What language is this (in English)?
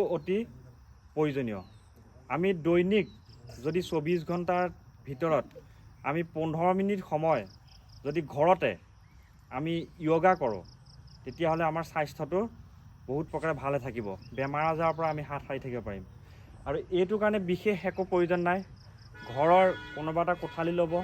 Assamese